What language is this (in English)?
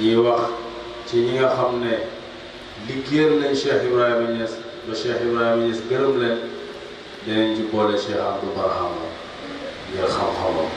Wolof